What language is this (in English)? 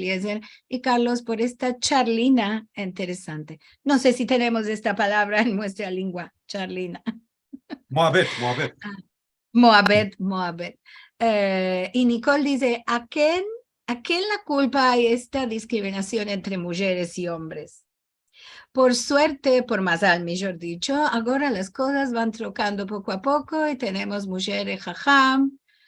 Ladino